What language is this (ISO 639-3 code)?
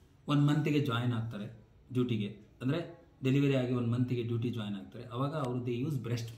kan